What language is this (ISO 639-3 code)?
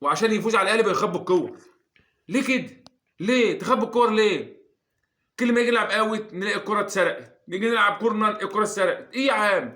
arz